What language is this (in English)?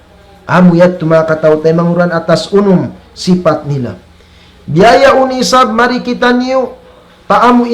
Tausug